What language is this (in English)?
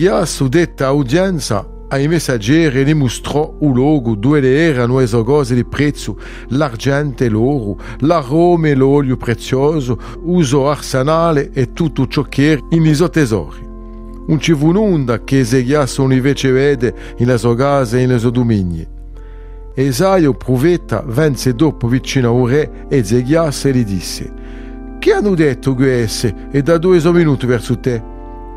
Italian